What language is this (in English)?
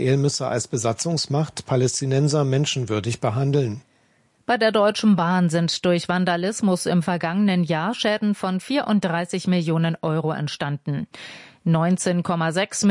German